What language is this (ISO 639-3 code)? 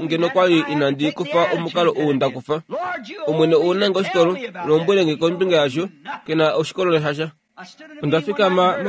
kua